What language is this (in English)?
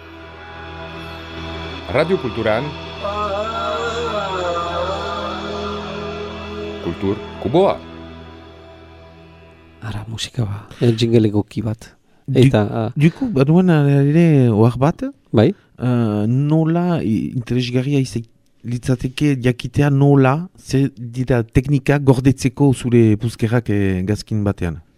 Basque